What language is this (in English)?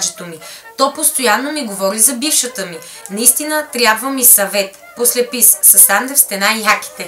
Bulgarian